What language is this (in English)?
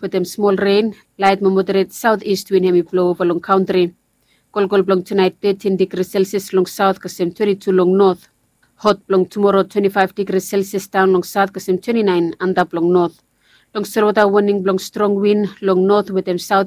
Bislama